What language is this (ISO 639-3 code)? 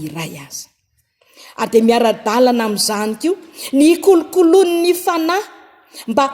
mlg